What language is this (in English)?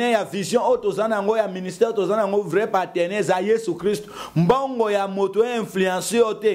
Lingala